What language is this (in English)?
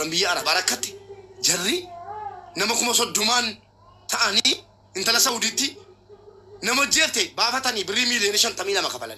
Oromo